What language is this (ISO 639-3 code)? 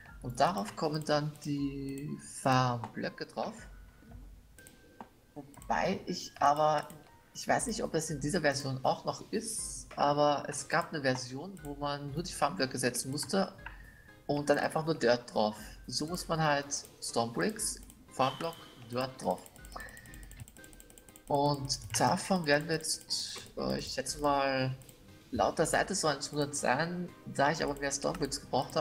deu